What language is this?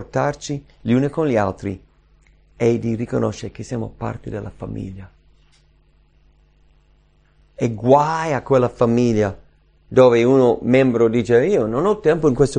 Italian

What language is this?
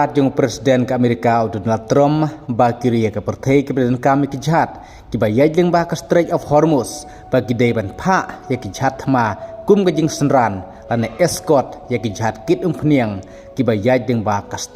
Khasi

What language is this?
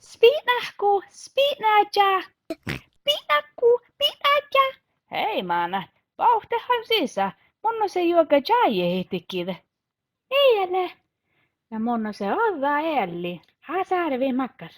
Northern Sami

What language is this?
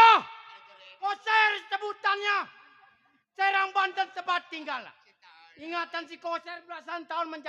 Betawi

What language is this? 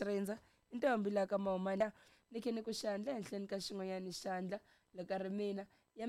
Tsonga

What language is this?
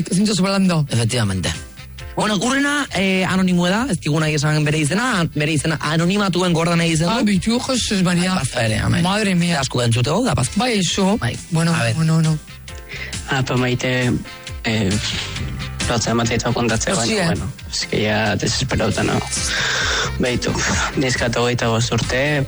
Basque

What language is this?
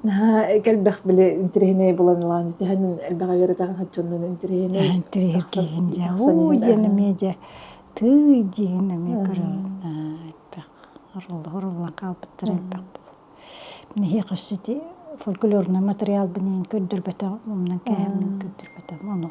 Yakut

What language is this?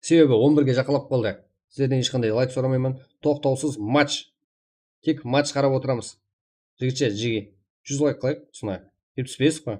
Kara-Kalpak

